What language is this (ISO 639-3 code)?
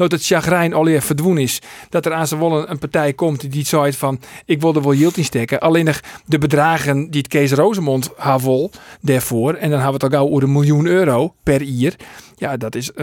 fry